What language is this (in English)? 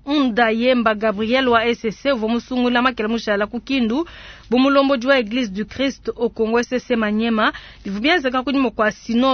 Luba-Lulua